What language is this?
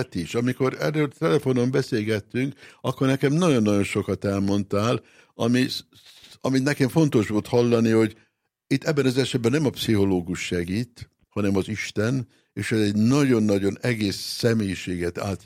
Hungarian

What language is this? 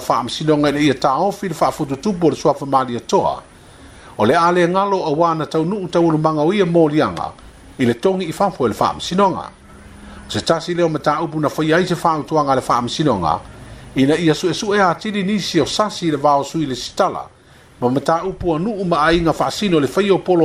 Samoan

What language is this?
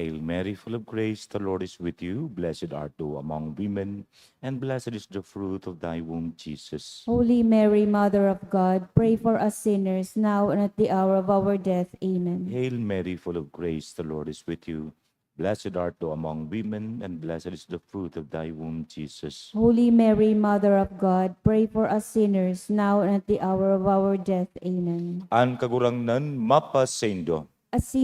Bikol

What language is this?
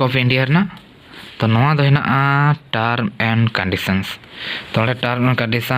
Santali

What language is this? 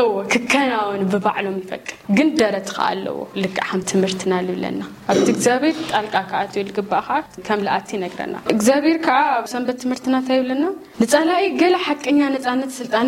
Tigrinya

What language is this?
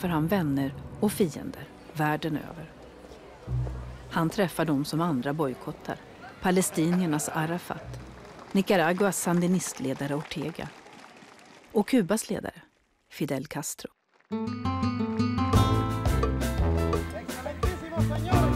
Swedish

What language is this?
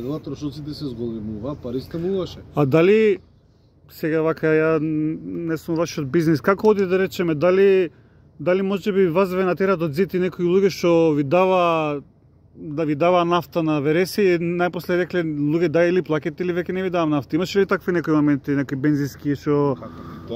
Macedonian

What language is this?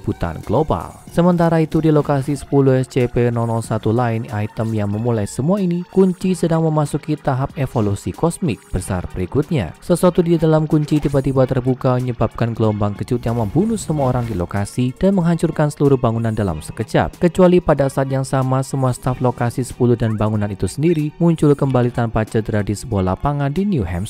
Indonesian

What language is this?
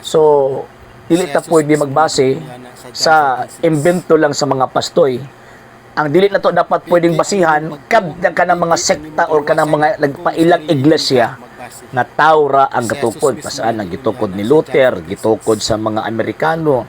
Cebuano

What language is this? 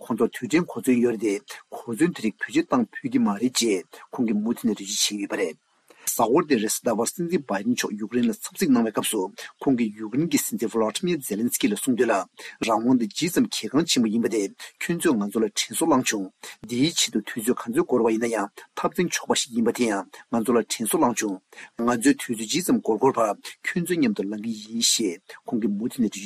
Tibetan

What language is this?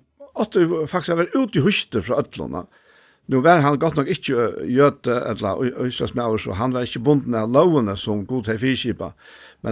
Faroese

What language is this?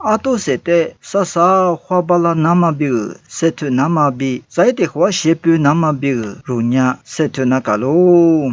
Lisu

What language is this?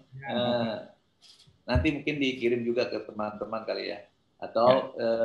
Indonesian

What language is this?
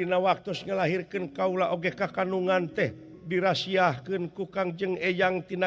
Sundanese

